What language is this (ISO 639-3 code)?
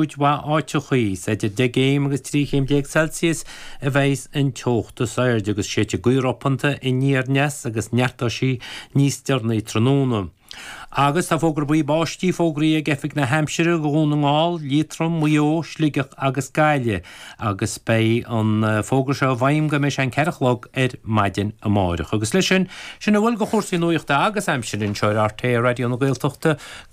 gle